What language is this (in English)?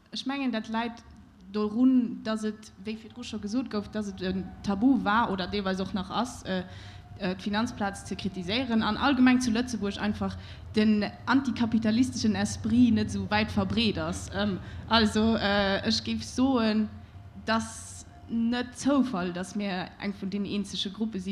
Luxembourgish